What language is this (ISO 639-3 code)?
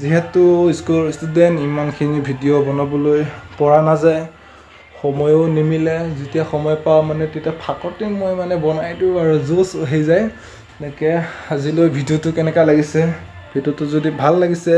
asm